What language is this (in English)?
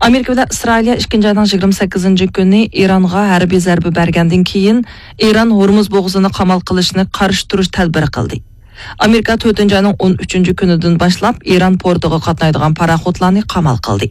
Uyghur